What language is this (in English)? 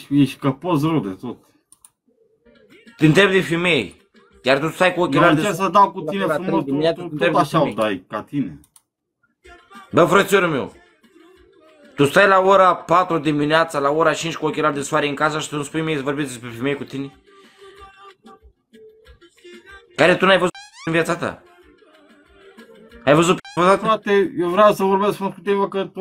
Romanian